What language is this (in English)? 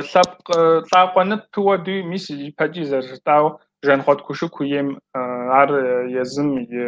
Kabardian